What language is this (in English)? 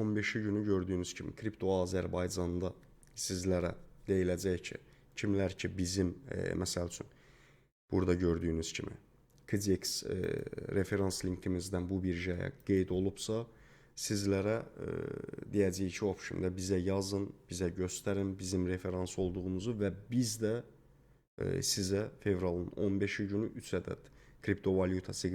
Azerbaijani